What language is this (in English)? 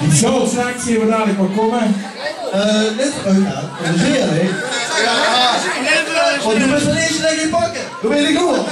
Limburgish